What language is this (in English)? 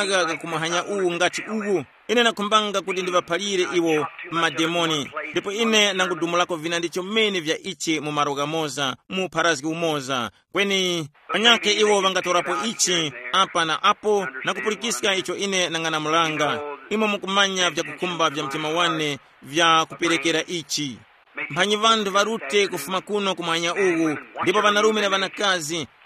Tumbuka